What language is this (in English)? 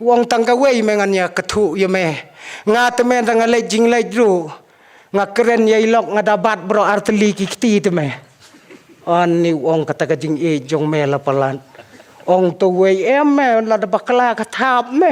Khasi